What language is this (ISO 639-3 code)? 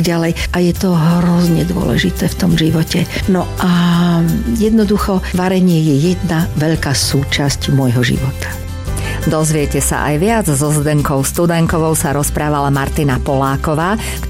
slk